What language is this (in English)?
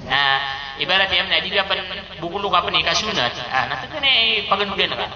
Maranao